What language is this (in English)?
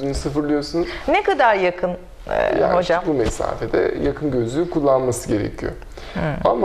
Turkish